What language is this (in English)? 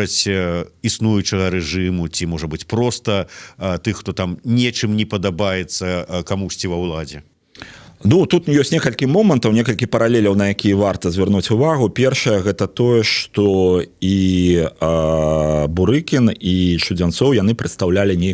Belarusian